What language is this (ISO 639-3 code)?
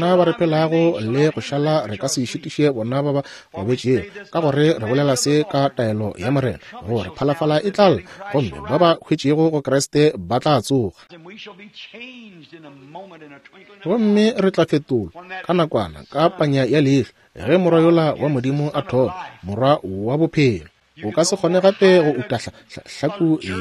nso